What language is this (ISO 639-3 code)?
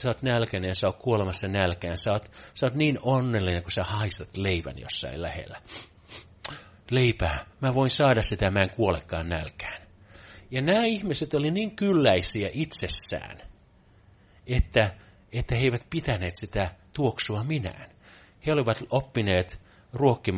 fin